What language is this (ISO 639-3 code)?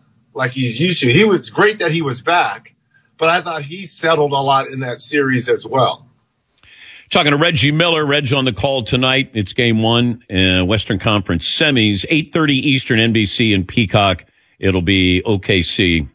eng